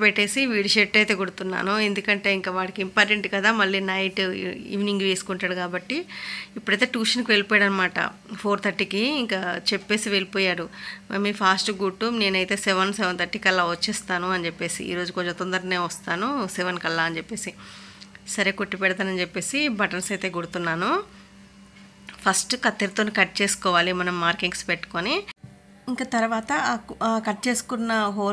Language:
Telugu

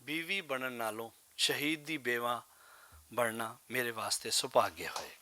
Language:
Western Panjabi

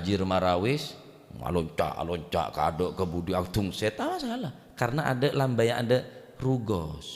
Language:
Madurese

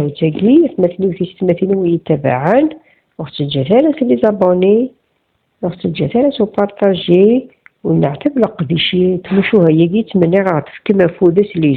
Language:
Kabyle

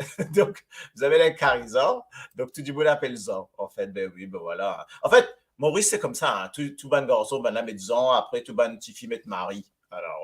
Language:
Morisyen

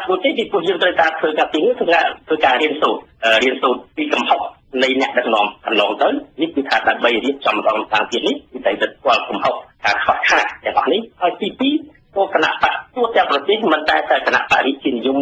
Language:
Khmer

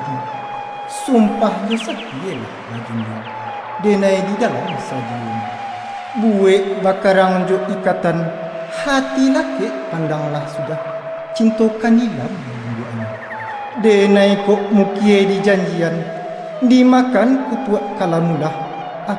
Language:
Minangkabau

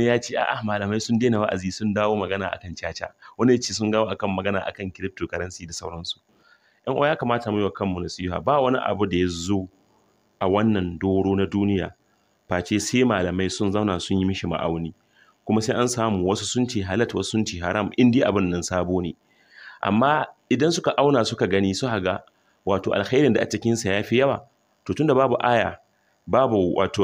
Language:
Hausa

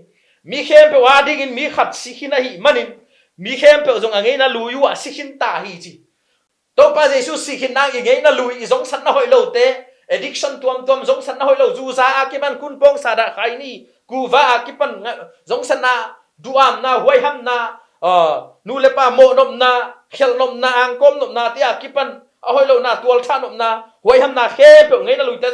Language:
Tedim Chin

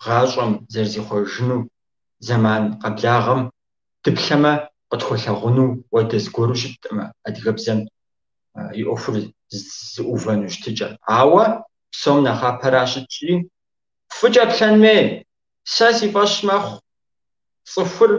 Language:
Kabardian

